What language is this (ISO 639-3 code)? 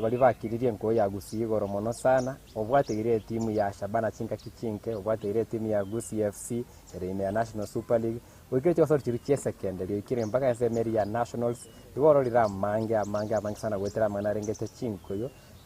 guz